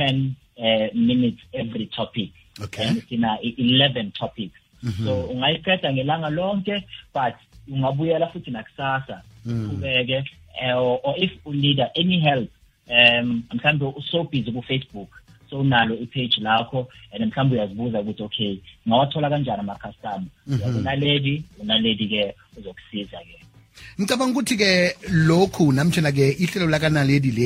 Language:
South Ndebele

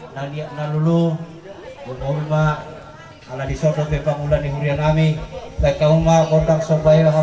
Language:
Batak Toba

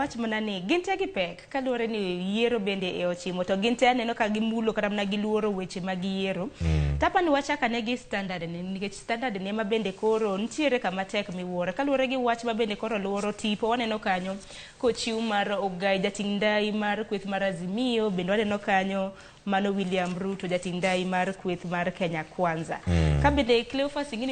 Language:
Luo (Kenya and Tanzania)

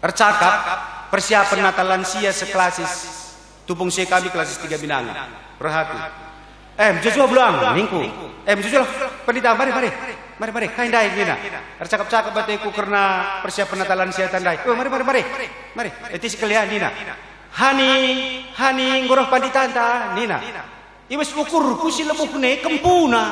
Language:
Batak Karo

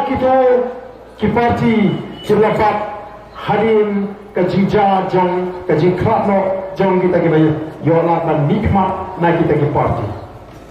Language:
Khasi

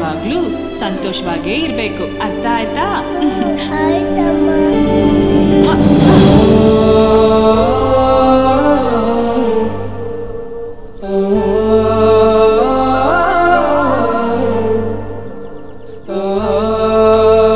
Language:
Kannada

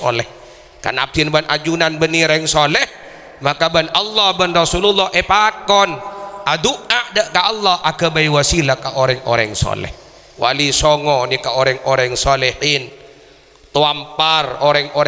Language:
Madurese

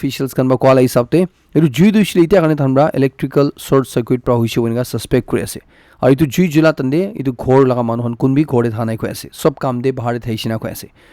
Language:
Naga Pidgin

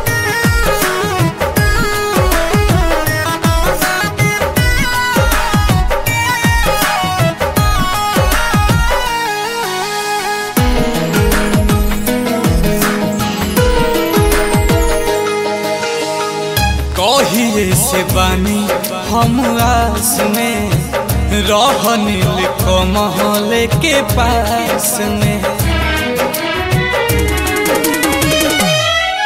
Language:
Bhojpuri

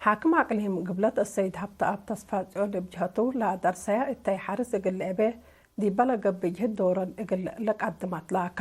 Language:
Tigre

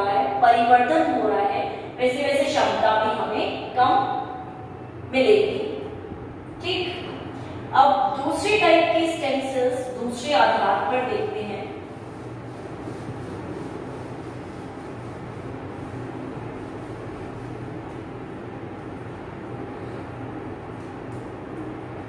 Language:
Hindi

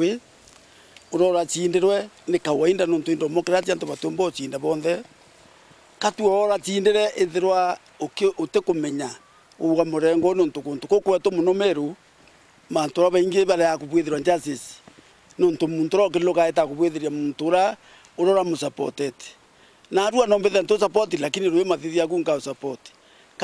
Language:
Meru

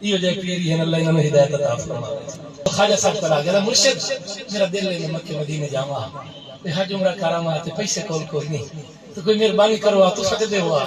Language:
Saraiki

